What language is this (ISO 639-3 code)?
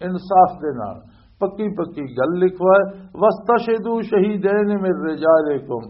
lah